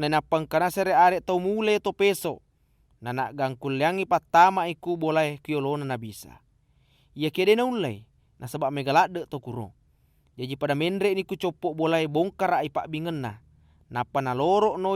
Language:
Buginese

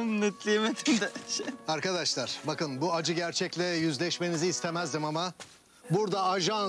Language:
Turkish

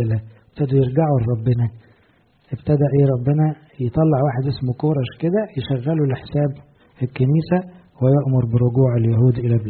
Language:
Egyptian Arabic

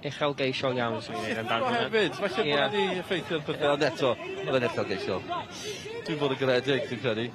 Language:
Welsh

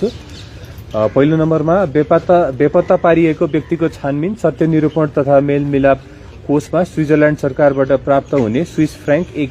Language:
Nepali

